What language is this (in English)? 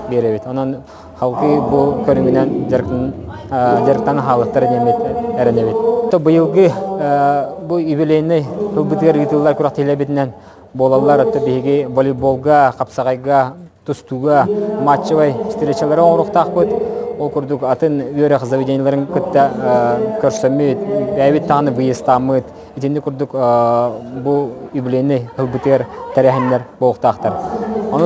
Yakut